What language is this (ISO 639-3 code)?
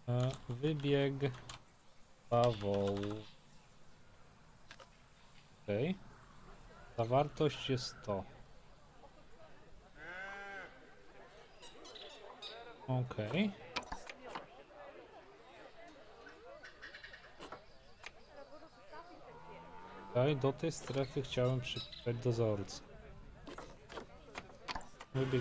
pol